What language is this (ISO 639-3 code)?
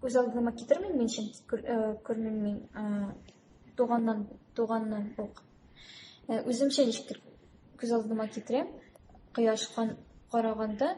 tat